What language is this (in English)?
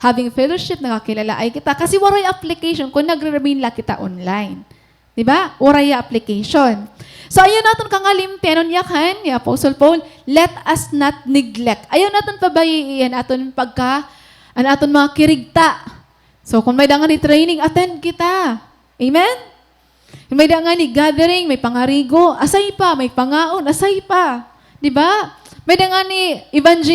Waray